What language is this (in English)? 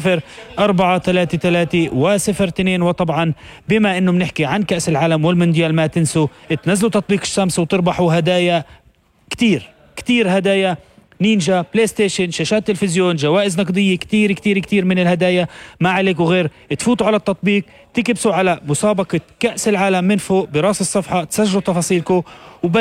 North Levantine Arabic